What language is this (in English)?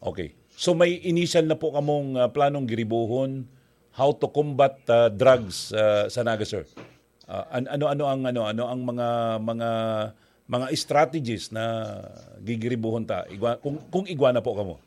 Bikol